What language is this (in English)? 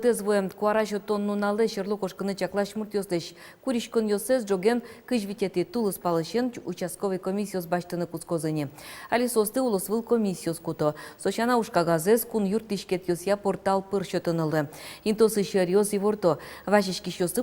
Udmurt